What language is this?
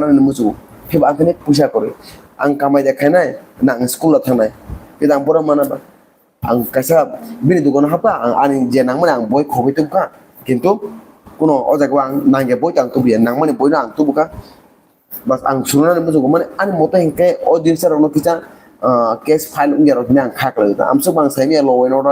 Kok Borok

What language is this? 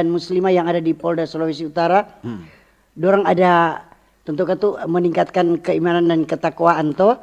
Manado Malay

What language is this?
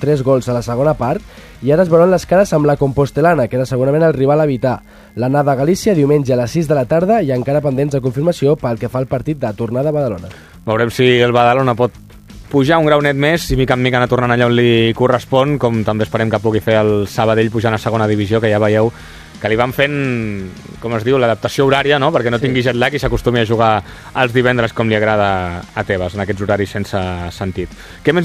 Catalan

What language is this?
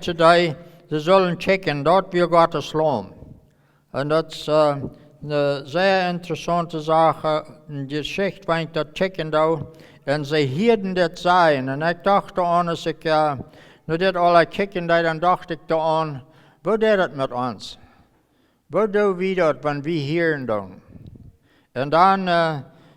Plautdietsch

